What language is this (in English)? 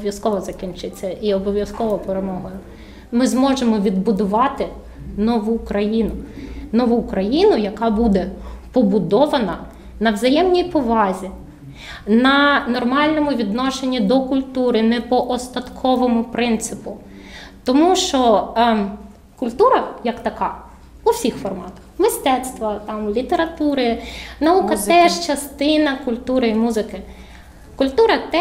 Ukrainian